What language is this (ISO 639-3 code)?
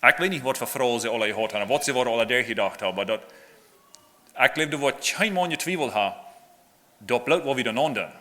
pdt